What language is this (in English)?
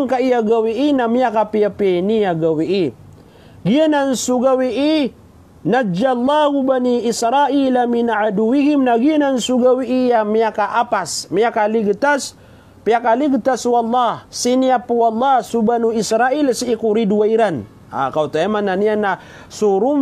Maranao